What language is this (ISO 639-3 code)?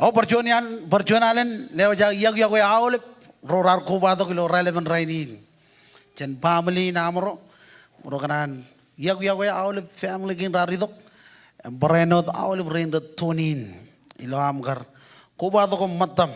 mah